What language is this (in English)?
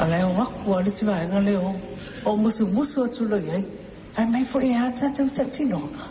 Samoan